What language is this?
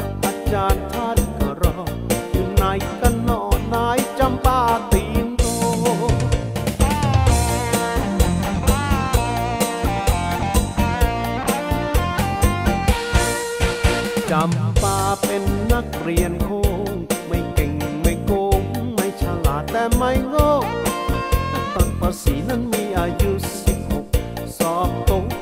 Thai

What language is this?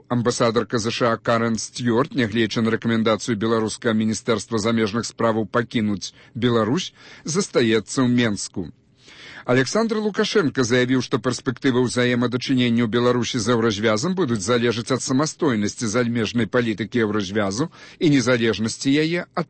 Belarusian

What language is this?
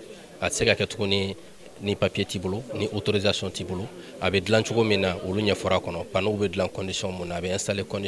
Bambara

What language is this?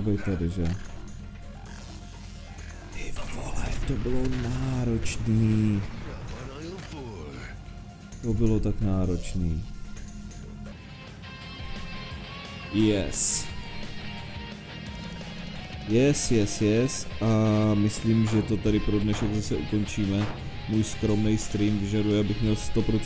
Czech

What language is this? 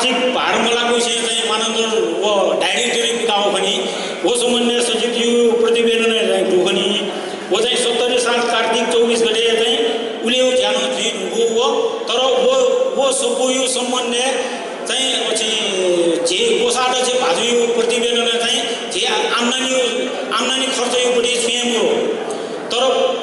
Newari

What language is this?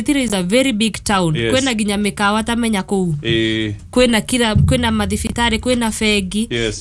Kikuyu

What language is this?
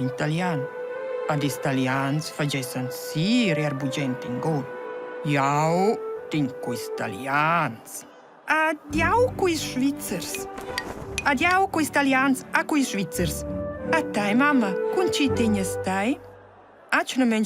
Romansh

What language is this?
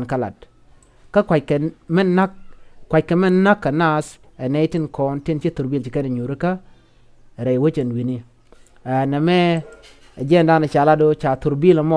Nuer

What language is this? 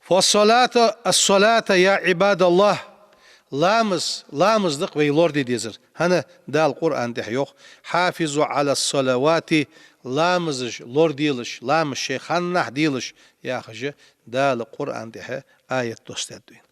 Ingush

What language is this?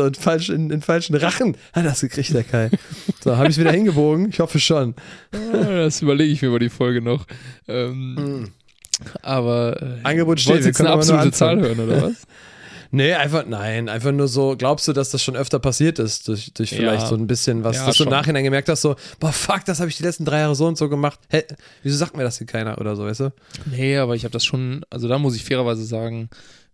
German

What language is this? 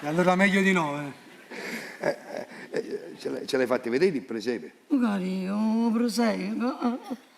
Neapolitan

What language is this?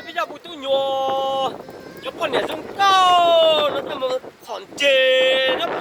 Hmong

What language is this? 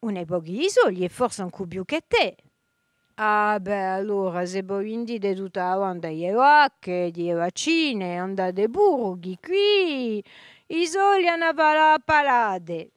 Corsican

